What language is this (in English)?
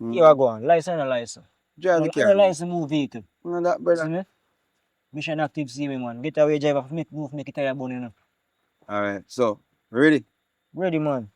Jamaican Creole English